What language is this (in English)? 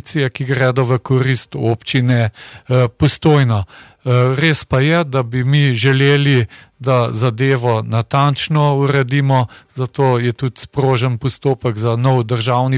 Slovenian